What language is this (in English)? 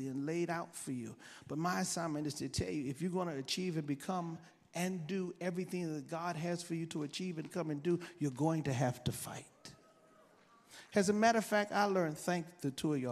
English